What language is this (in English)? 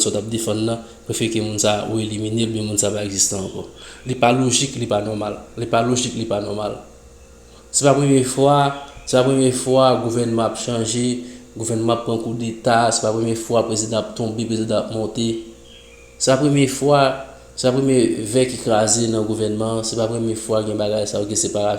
Haitian Creole